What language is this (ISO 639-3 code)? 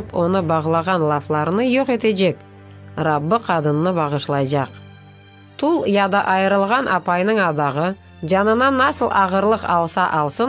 crh